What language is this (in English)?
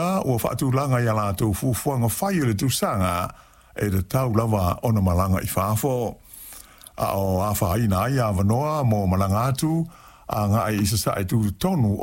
Samoan